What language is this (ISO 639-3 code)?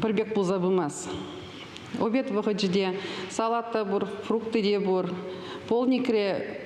chv